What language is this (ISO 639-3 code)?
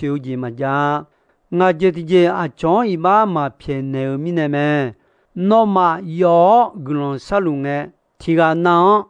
ahk